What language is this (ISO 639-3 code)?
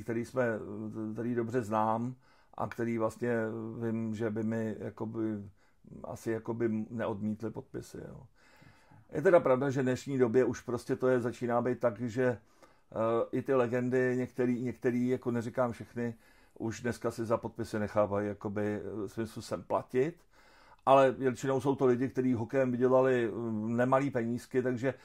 ces